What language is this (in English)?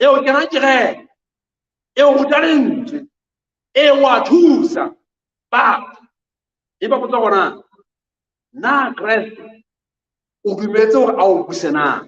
Southern Sotho